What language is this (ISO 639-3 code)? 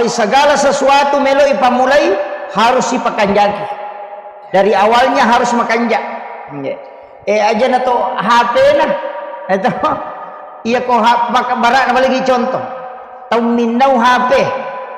bug